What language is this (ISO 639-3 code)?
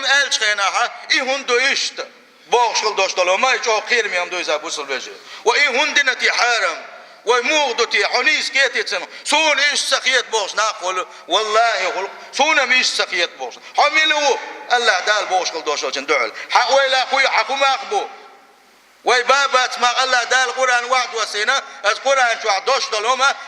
che